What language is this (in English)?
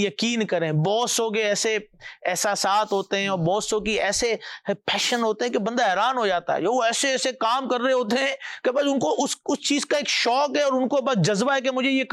Urdu